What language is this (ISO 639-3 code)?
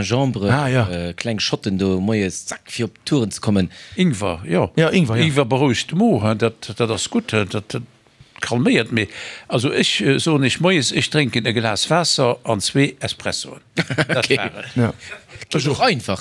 ltz